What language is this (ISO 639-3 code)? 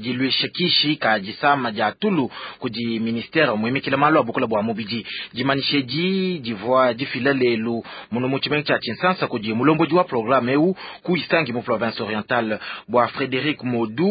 lua